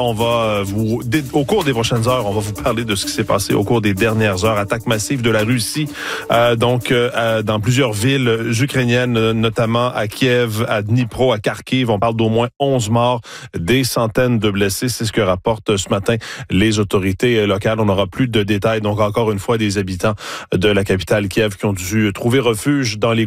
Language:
French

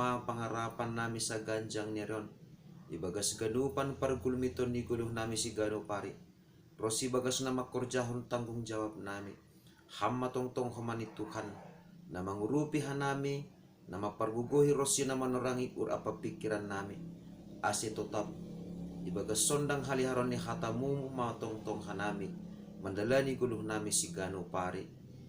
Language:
Batak Simalungun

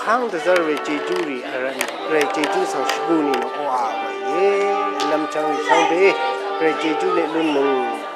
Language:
Rawang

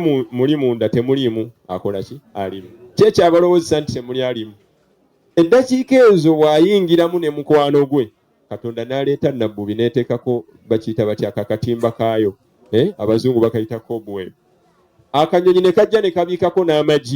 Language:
Ganda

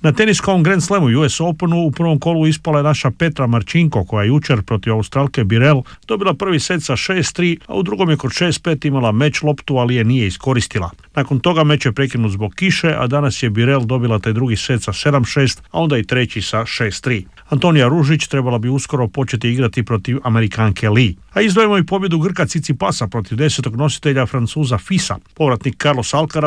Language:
Croatian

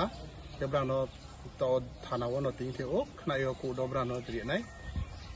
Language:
Kok Borok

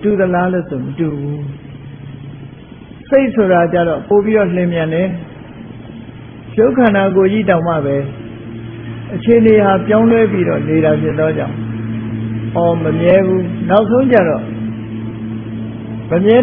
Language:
Burmese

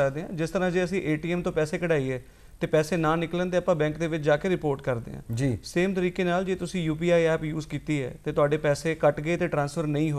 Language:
Punjabi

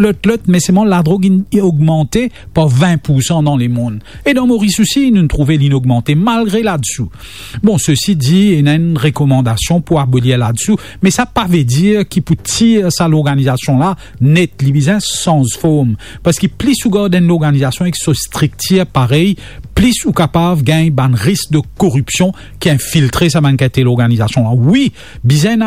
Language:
Morisyen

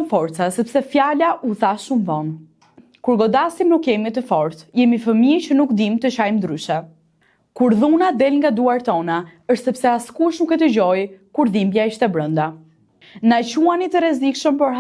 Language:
Albanian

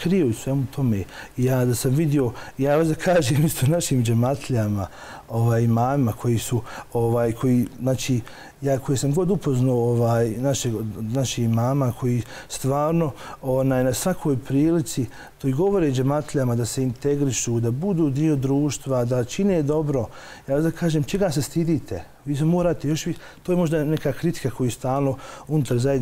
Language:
Bosnian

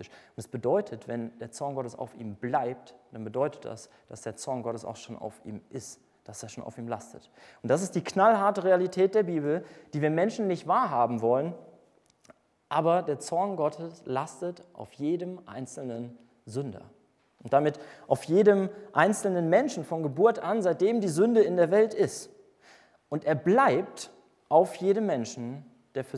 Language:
German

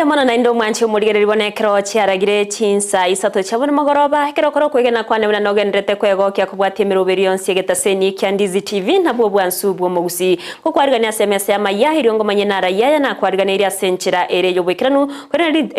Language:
Gusii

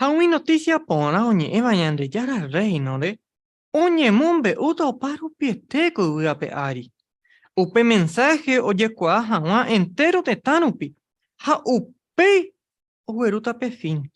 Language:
Guarani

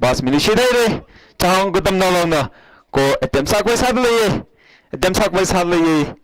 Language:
Tangkhul Naga (India)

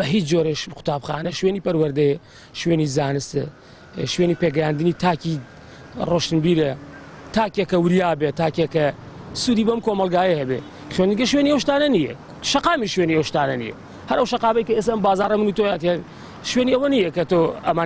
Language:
Central Kurdish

